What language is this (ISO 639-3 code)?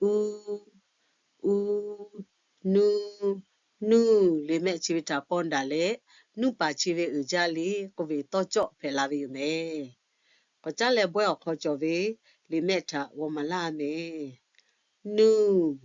lhu